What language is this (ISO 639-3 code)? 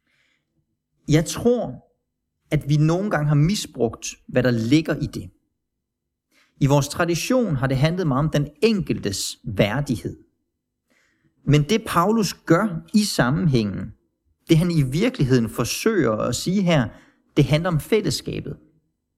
dan